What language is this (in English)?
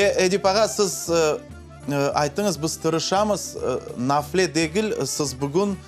Crimean Tatar